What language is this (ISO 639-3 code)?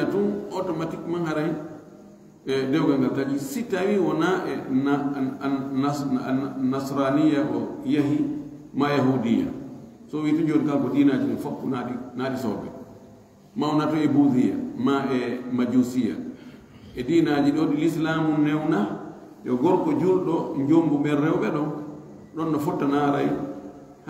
ful